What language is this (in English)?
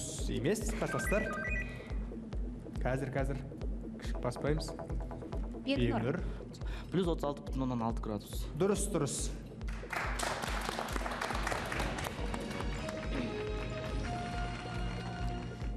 Kazakh